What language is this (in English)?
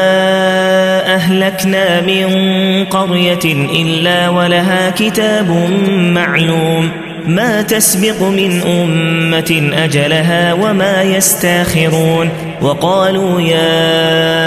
Arabic